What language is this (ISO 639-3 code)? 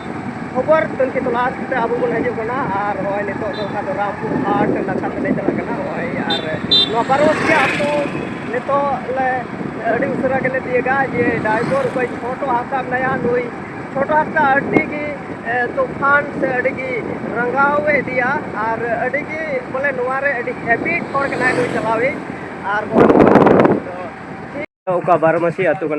sat